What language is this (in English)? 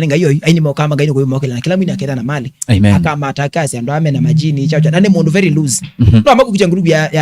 Kamba